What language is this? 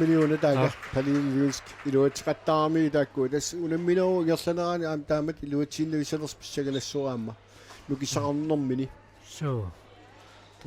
Kalaallisut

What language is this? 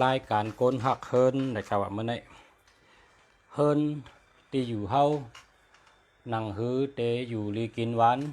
Shan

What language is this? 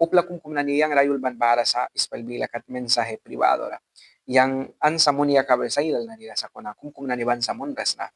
Mískito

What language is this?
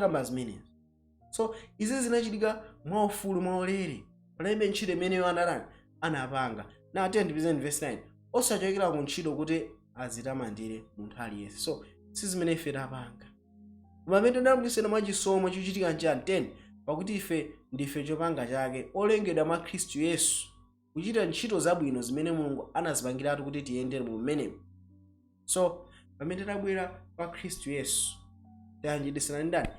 Nyanja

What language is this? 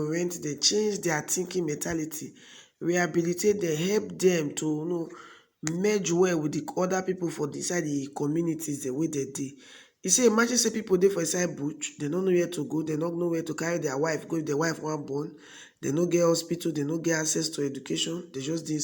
Nigerian Pidgin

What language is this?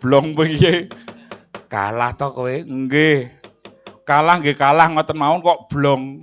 Javanese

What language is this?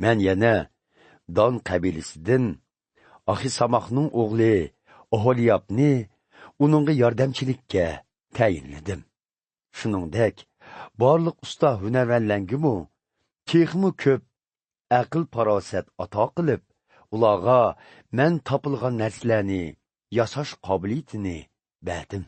Uyghur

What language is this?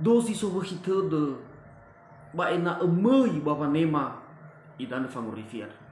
Nias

